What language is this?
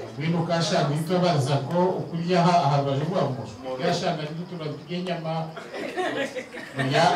Nyankole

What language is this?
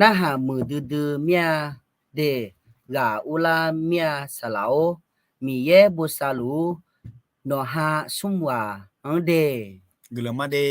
Akha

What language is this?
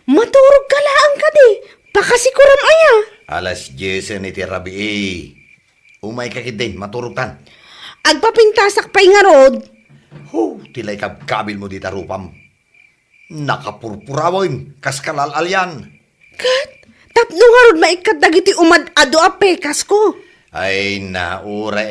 Iloko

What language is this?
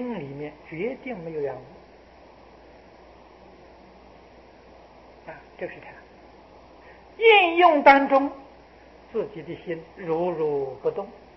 Chinese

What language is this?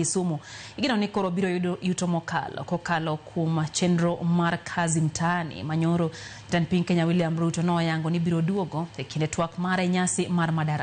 Luo (Kenya and Tanzania)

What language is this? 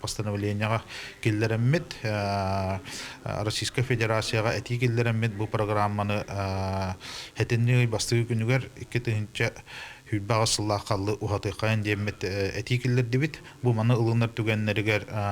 Yakut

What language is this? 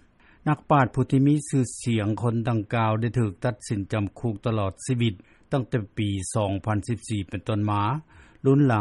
Lao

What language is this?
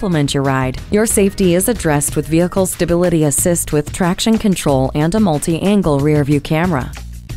English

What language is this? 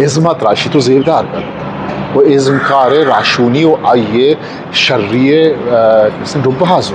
Eastern Balochi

